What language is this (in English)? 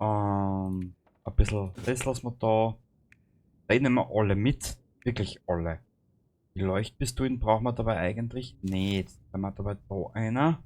Bavarian